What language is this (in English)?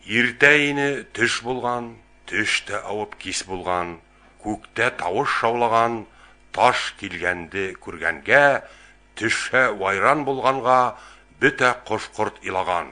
Bashkir